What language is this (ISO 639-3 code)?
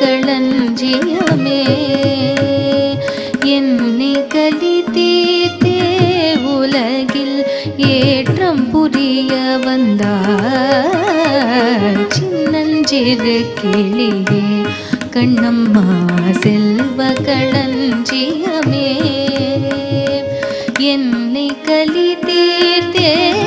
tam